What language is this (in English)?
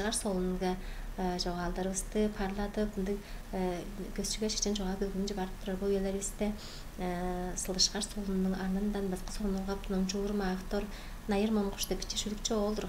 Tuvinian